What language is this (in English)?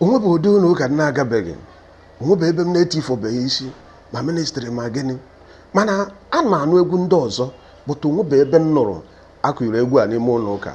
Igbo